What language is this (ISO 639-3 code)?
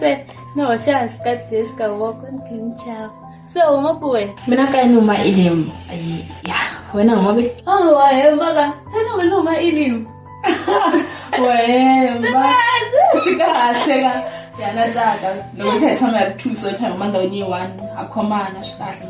tso